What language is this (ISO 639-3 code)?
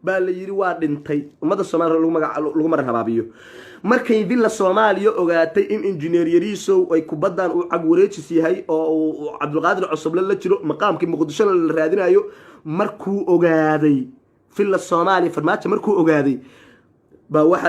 som